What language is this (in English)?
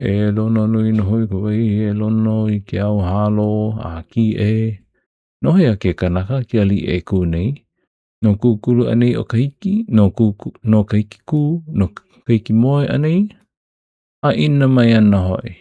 Hawaiian